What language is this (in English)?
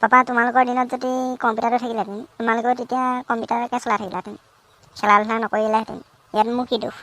Assamese